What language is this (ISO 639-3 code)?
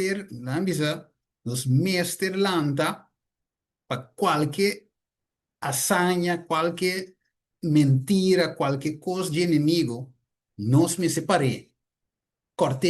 pap